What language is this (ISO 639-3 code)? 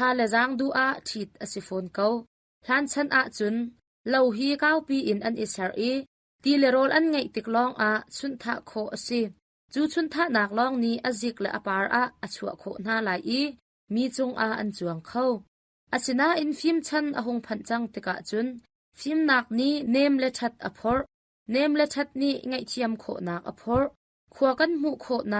cnh